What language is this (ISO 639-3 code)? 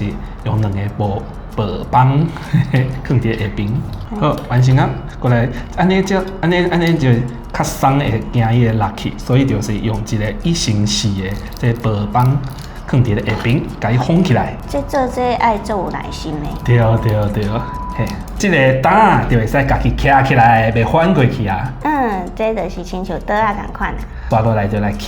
nan